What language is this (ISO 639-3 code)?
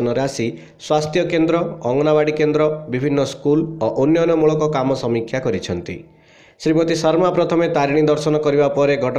ori